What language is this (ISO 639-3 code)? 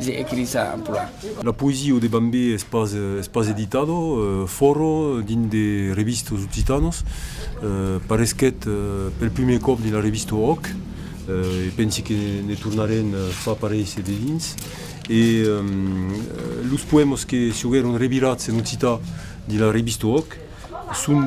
oci